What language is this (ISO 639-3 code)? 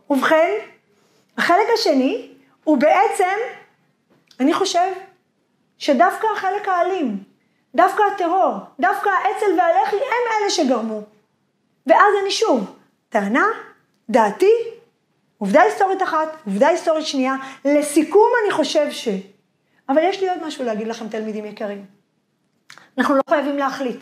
heb